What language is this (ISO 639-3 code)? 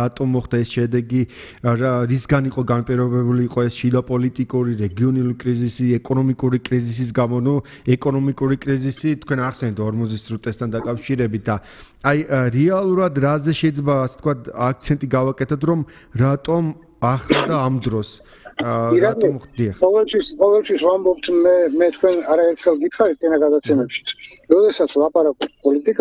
kat